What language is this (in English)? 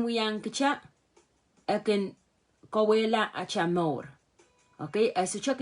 Pohnpeian